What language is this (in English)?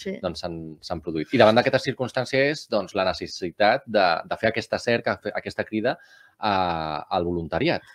Catalan